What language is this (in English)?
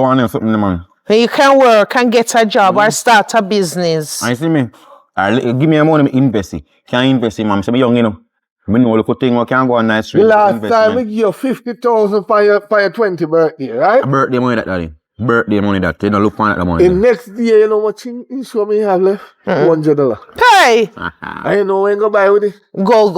Jamaican Creole English